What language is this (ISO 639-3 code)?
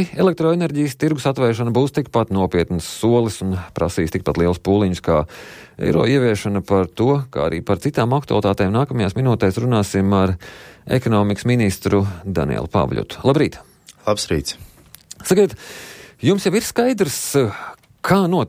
lav